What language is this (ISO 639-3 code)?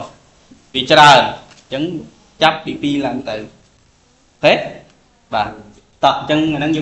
khm